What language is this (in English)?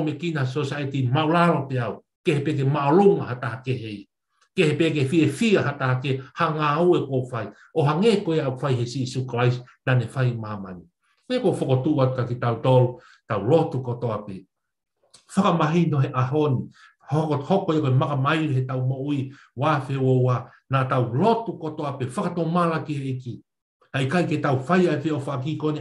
Tongan